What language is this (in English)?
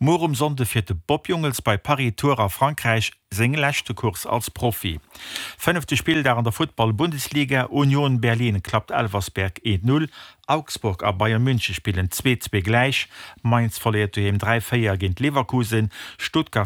Luxembourgish